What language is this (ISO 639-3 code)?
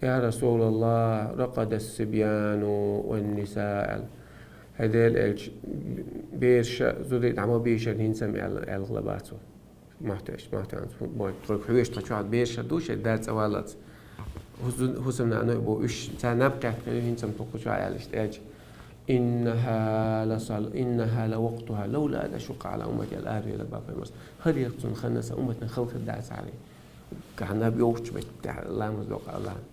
che